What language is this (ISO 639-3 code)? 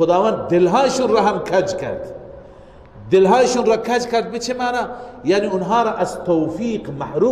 fas